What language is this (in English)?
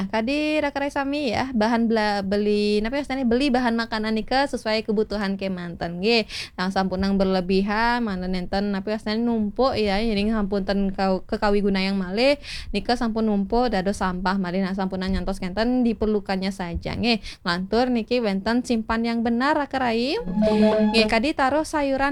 Balinese